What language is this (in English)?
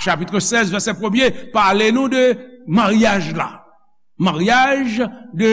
Haitian Creole